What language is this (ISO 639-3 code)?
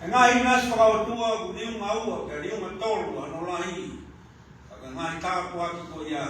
ton